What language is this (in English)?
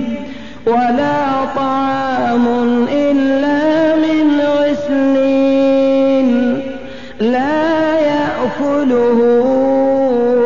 Arabic